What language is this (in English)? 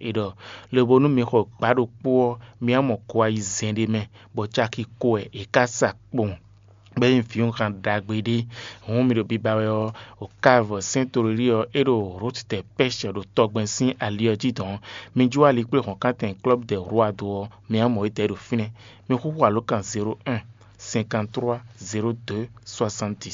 Fon